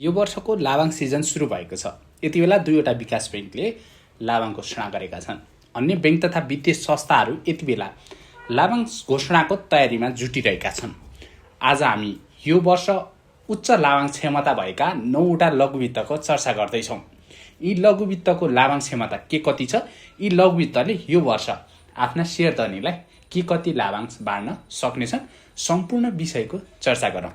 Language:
Nepali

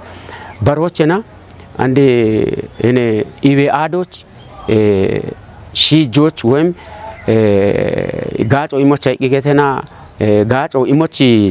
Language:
Kafa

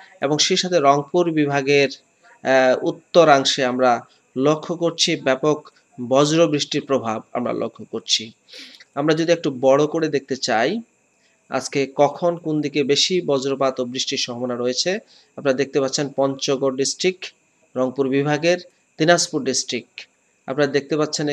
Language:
Bangla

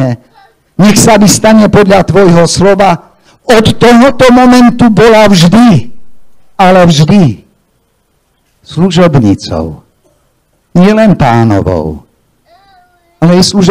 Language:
Slovak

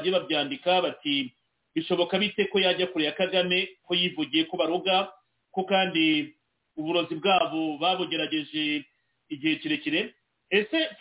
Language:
Kinyarwanda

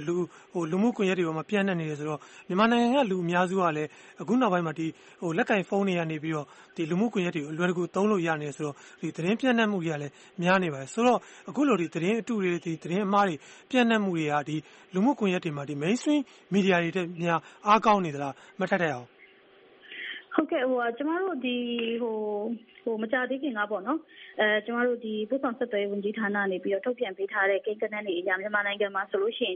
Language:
Burmese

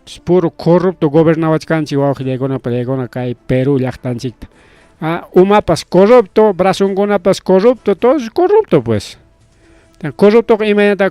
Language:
Ayacucho Quechua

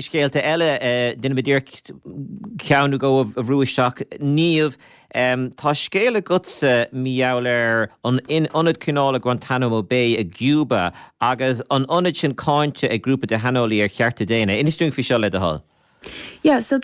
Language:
Irish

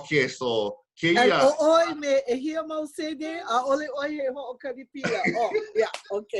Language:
Hawaiian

